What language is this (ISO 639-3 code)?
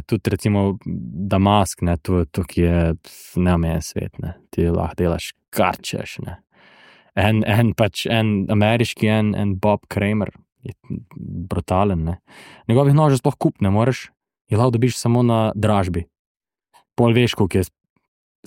slv